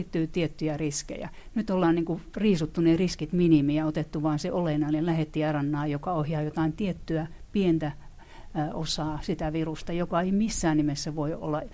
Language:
Finnish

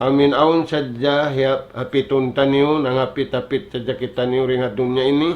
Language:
Tausug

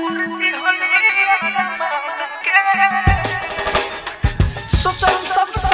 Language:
Bhojpuri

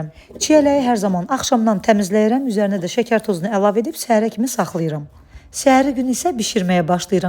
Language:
Azerbaijani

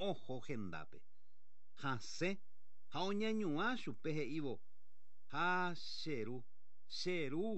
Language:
Guarani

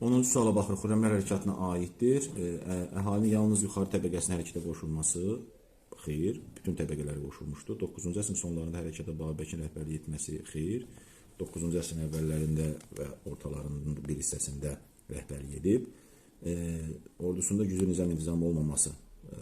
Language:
Azerbaijani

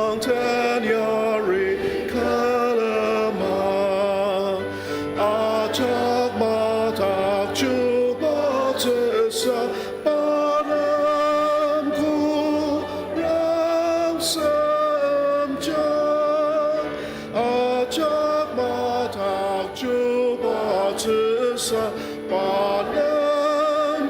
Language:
Ao Naga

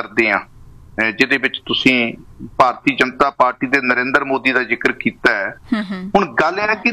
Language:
Punjabi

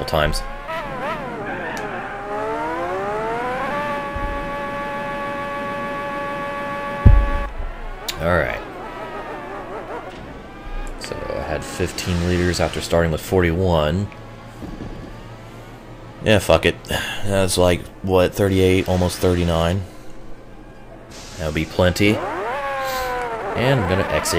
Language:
English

